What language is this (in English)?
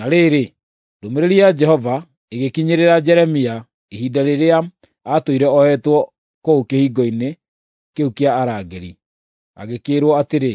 Kikuyu